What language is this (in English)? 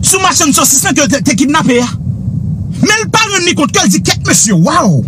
Haitian Creole